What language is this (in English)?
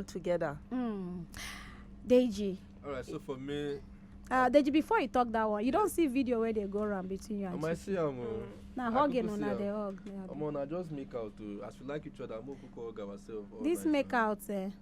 Nigerian Pidgin